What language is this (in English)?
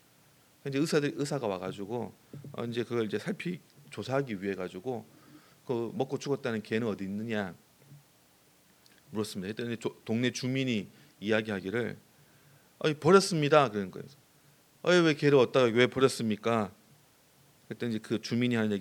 Korean